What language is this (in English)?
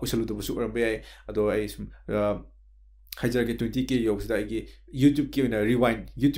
Manipuri